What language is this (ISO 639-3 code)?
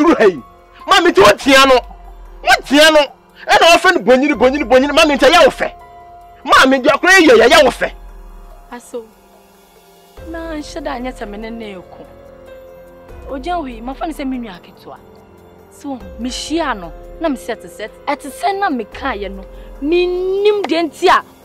aka